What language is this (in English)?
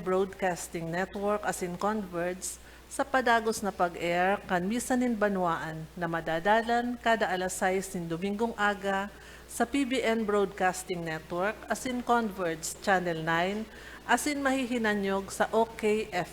Bikol